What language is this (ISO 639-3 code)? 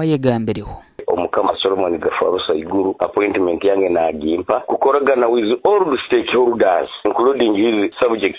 nyn